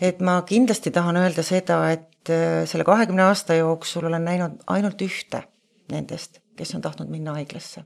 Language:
Estonian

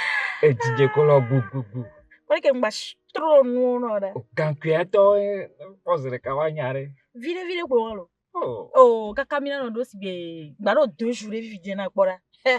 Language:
Ewe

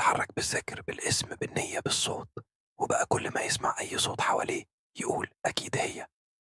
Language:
Egyptian Arabic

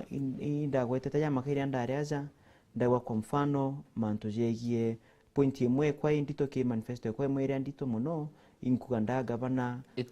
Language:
Meru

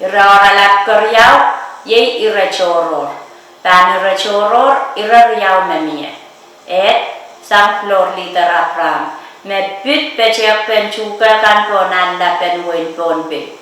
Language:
Pohnpeian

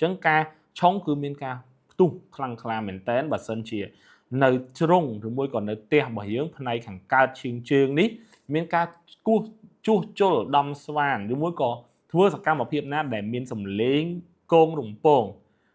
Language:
Khmer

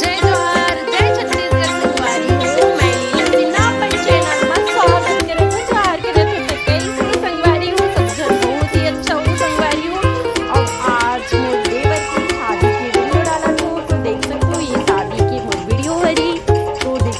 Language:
Chhattisgarhi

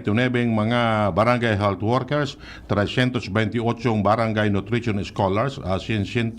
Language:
Bikol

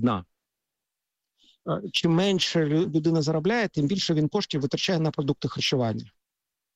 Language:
Ukrainian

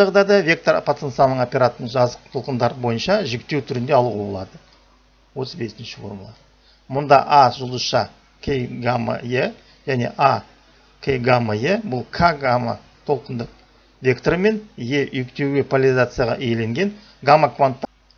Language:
Kazakh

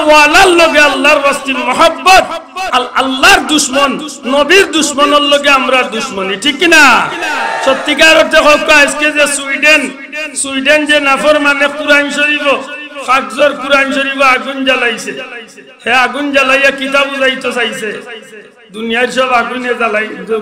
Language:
Sylheti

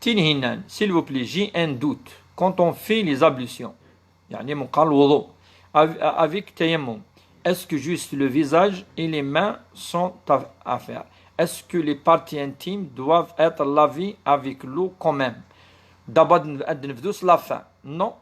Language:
Kabyle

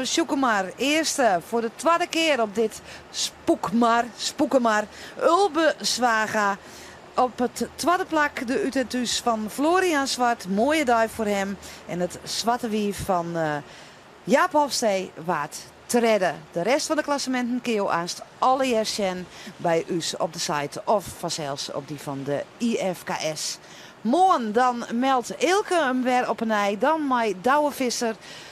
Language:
Western Frisian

